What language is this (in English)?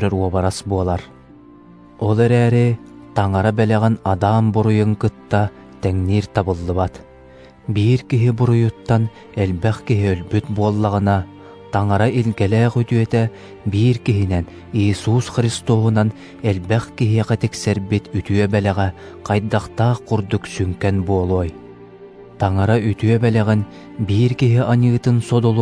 Yakut